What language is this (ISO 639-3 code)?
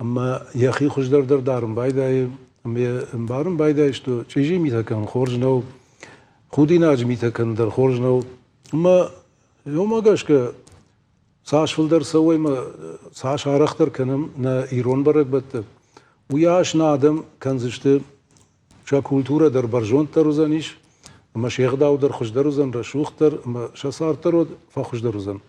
oss